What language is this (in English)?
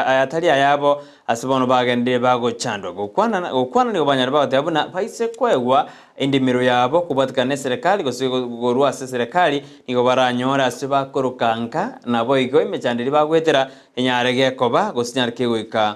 Gusii